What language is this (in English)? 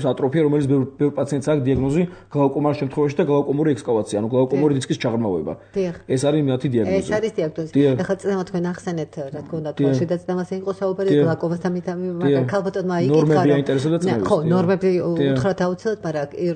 Georgian